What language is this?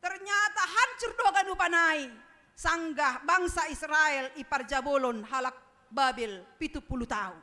Batak Simalungun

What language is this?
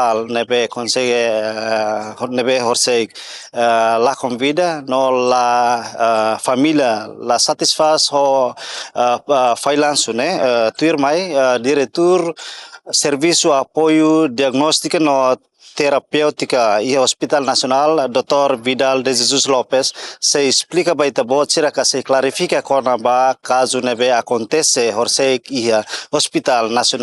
Tetum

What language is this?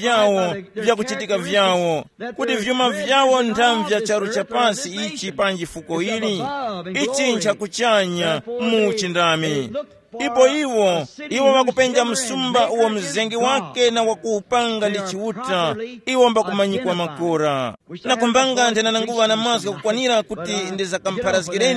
Tumbuka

